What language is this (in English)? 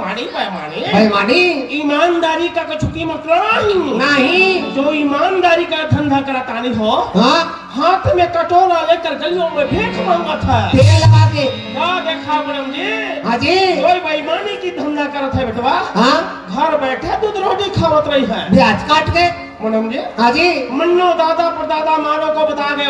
Chhattisgarhi